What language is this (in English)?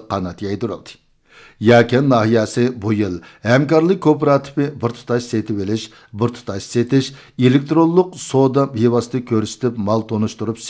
Uyghur